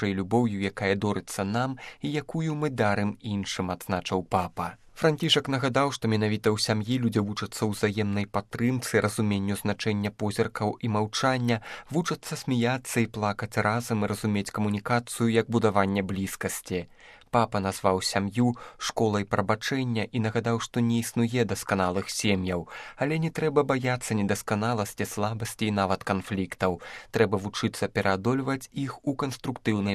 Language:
Belarusian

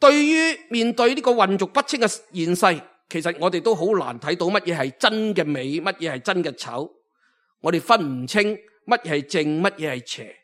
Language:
Cantonese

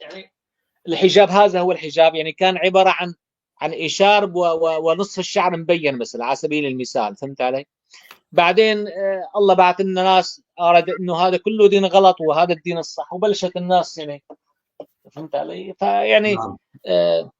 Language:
North Levantine Arabic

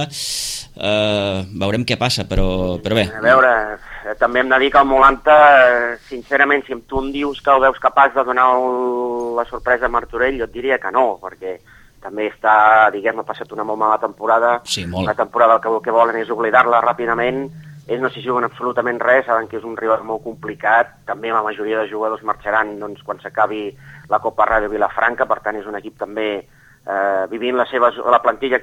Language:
Catalan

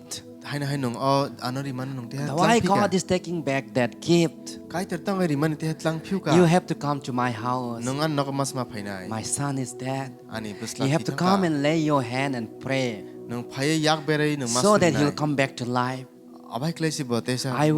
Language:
Kok Borok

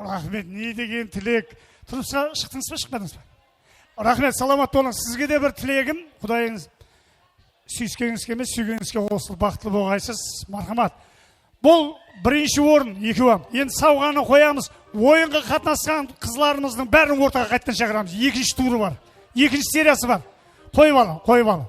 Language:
Kara-Kalpak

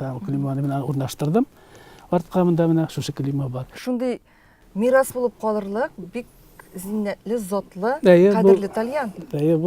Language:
Tatar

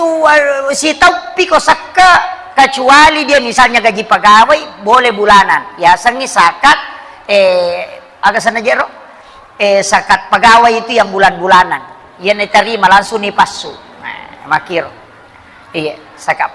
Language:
Buginese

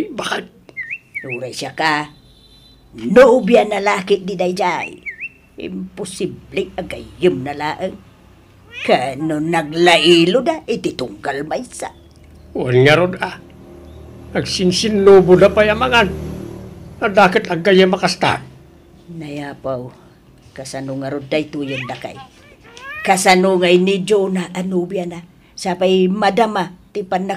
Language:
Iloko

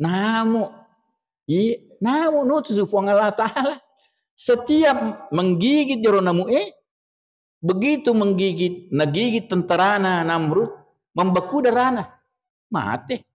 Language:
Buginese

